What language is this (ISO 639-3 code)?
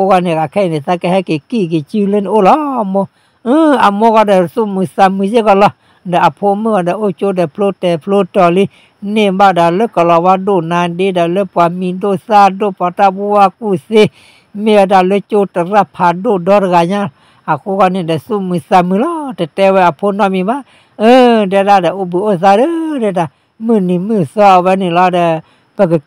ksw